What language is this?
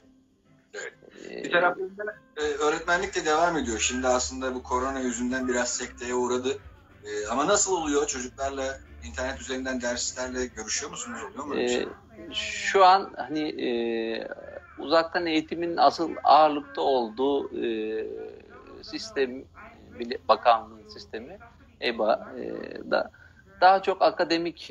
Turkish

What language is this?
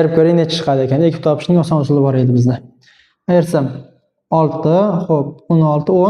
Uzbek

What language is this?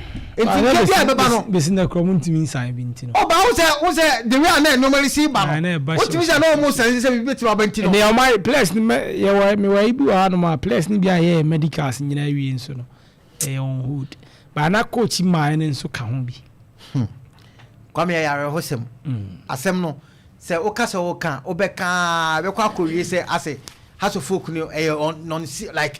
Akan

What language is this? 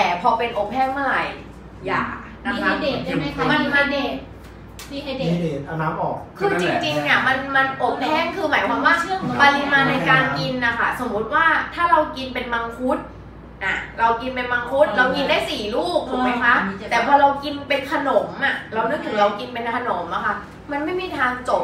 Thai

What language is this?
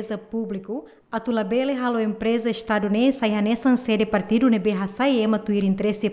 Tetum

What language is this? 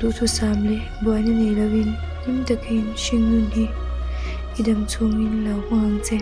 Mizo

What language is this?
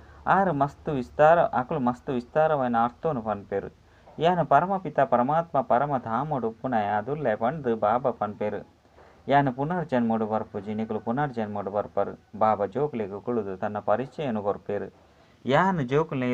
Tulu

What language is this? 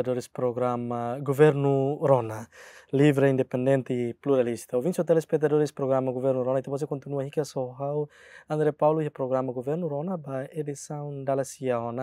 Tetum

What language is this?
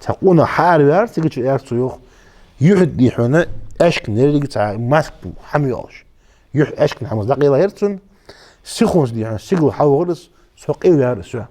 Ingush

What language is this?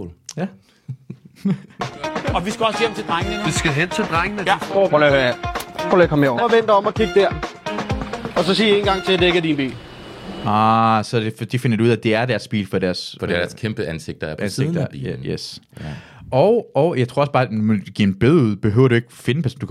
Danish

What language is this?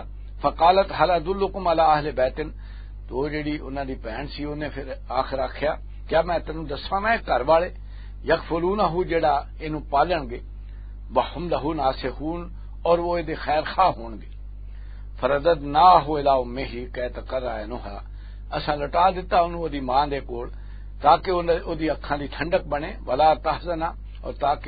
Western Panjabi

